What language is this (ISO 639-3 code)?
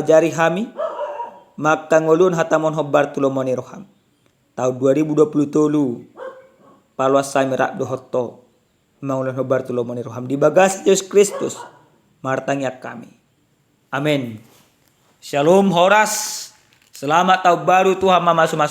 bbc